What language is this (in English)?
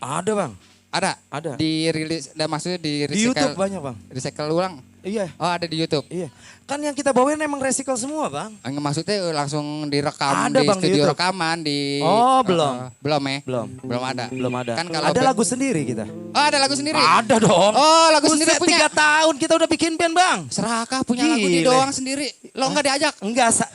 Betawi